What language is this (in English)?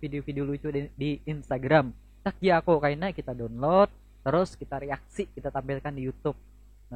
Banjar